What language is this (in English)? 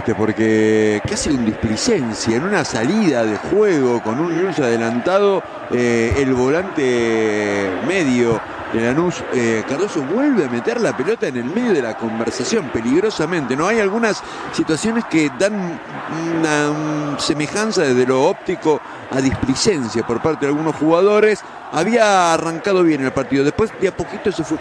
Spanish